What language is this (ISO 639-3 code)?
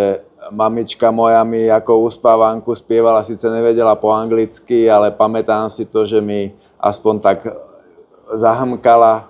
slk